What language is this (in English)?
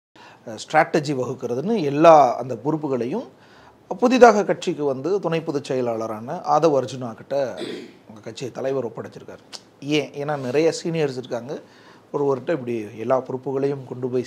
Tamil